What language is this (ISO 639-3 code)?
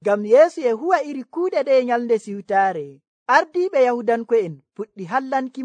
fuv